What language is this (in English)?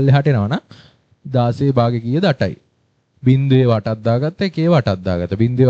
Sinhala